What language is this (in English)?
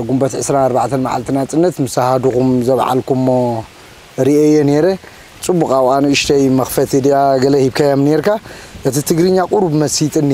Tigrinya